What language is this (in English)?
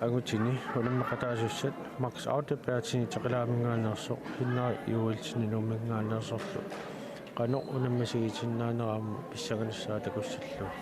Kalaallisut